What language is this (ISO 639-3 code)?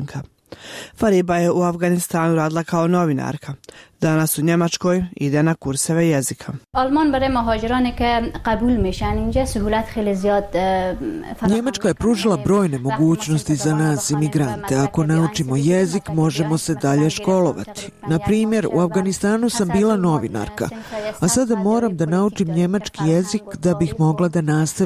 bos